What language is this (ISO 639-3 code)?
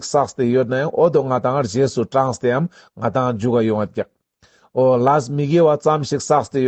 lbj